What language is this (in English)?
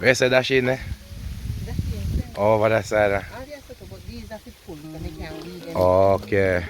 Jamaican Creole English